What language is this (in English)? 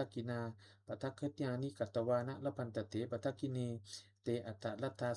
Pali